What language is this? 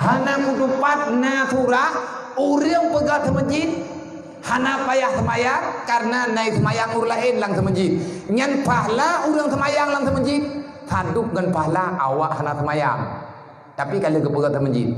Achinese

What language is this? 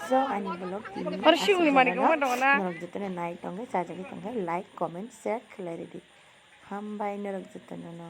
Kok Borok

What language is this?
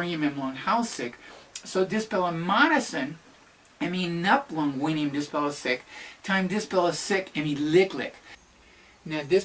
Tok Pisin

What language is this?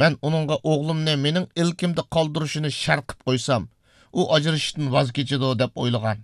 Uyghur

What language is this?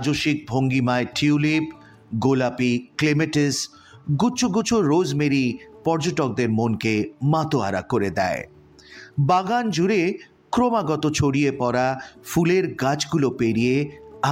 Bangla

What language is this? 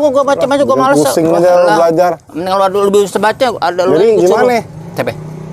Betawi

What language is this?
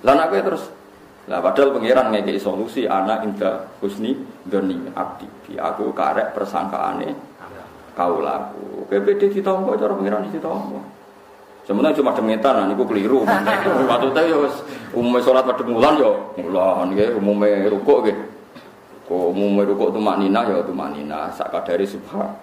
Javanese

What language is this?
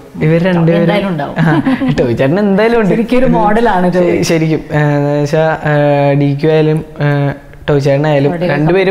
Malayalam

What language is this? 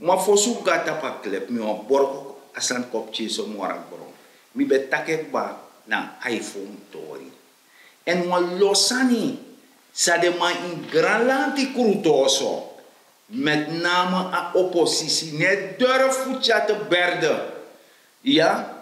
Sranan Tongo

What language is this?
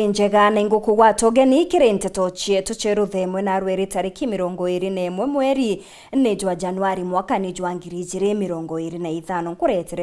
Meru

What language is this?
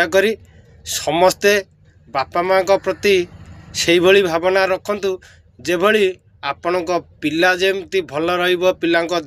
Odia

